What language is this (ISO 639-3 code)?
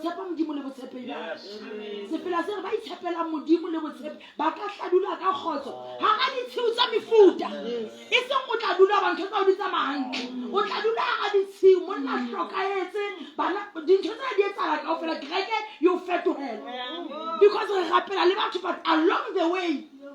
sot